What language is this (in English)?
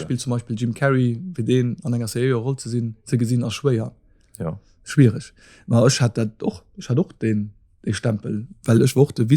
Luxembourgish